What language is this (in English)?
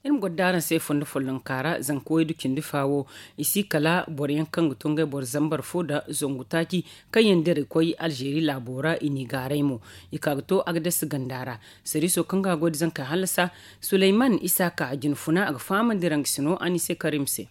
Zarma